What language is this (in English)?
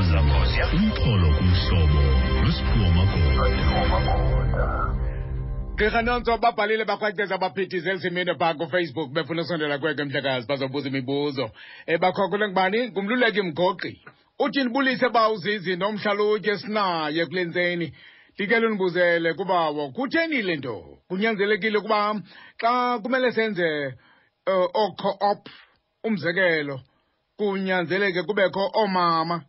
Xhosa